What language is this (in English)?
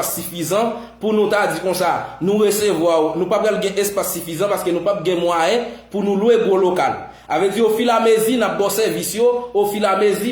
Haitian Creole